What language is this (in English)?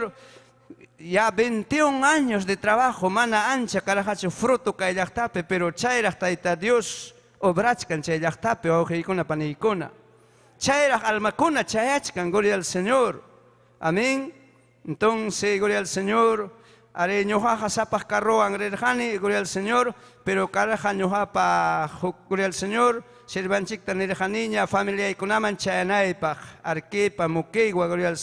Ayacucho Quechua